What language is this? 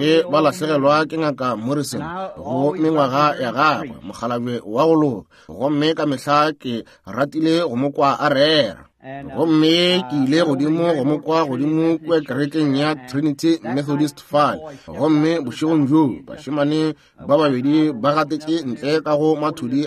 Northern Sotho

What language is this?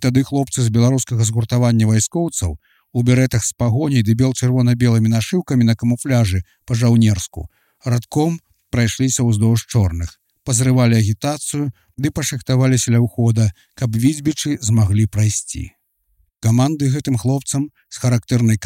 Belarusian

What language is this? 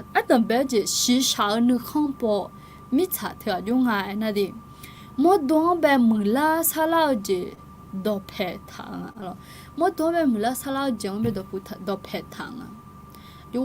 Akha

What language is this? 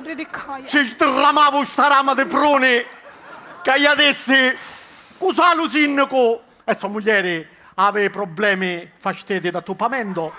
Sicilian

